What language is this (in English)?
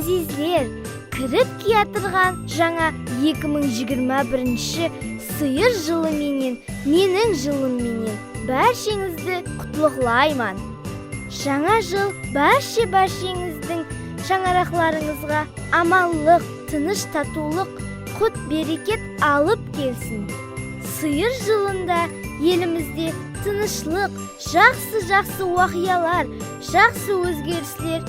Kara-Kalpak